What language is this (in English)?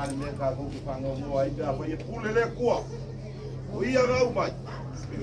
Samoan